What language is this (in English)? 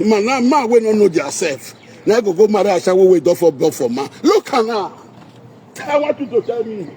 Nigerian Pidgin